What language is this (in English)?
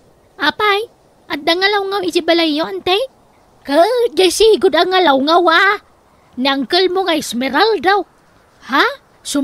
Iloko